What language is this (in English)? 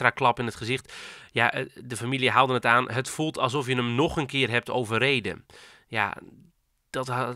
Dutch